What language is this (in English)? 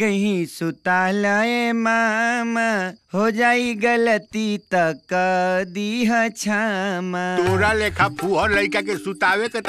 Bhojpuri